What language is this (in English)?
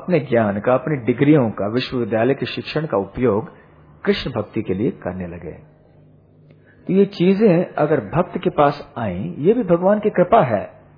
Hindi